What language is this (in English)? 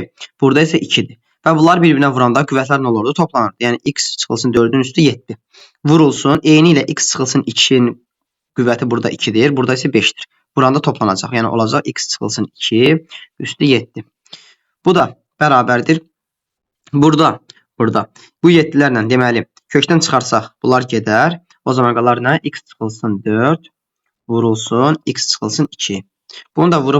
Azerbaijani